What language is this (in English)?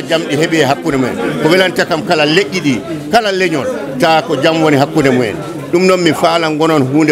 Fula